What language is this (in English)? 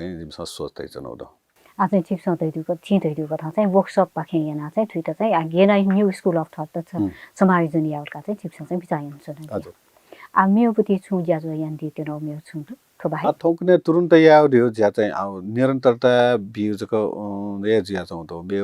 Newari